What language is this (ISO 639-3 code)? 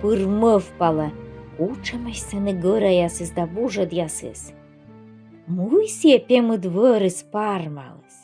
kom